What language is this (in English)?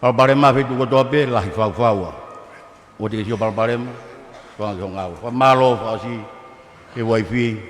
Tongan